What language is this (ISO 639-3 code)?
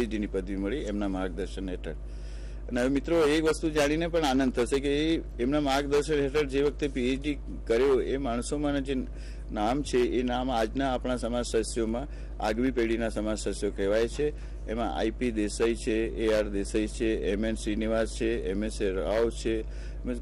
guj